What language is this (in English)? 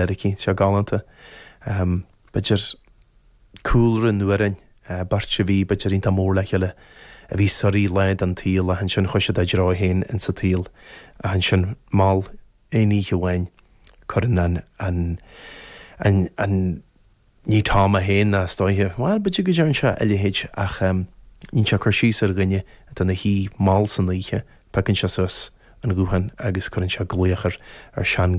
Irish